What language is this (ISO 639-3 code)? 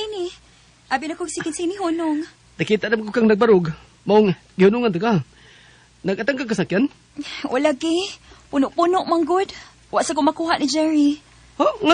ceb